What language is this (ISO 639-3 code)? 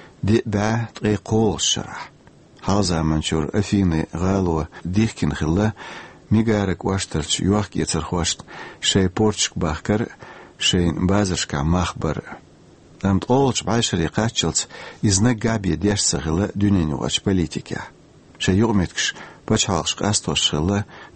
che